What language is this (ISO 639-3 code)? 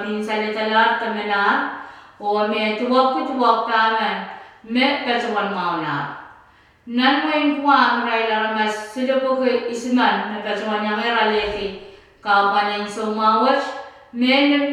pon